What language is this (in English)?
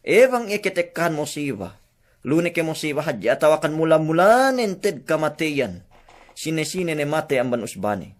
Yakan